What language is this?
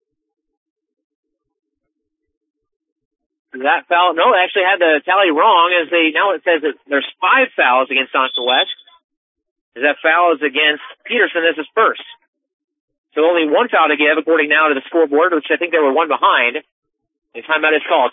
English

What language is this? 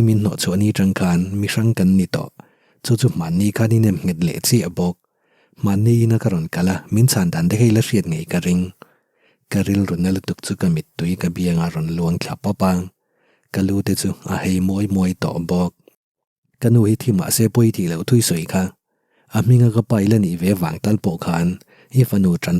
Mizo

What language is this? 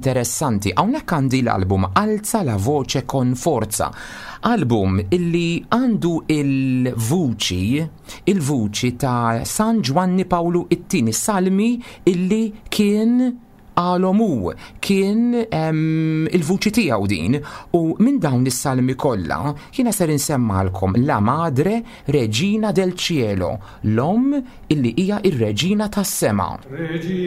Maltese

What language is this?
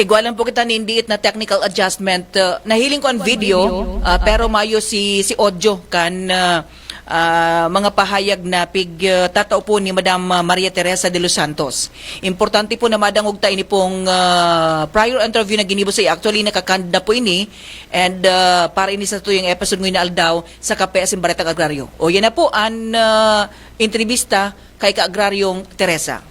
Bikol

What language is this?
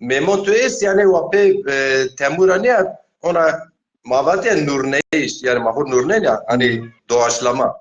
Zaza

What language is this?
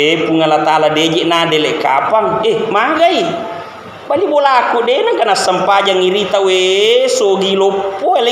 Buginese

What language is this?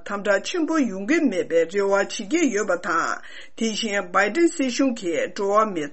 Tibetan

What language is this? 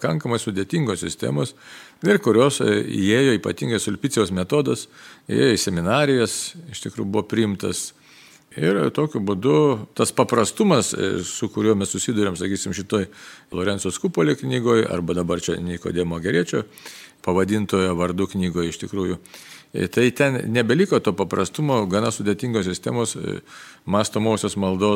Lithuanian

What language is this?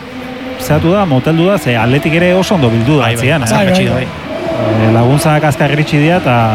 Basque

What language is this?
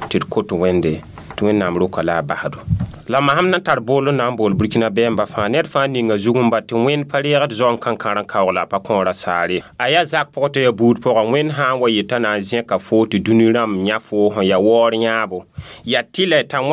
Mossi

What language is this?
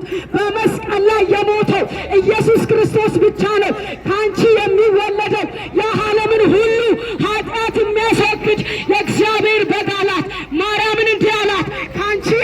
Amharic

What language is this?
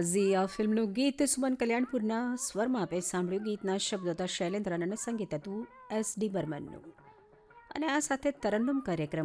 Gujarati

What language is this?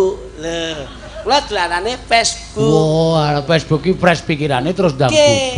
Javanese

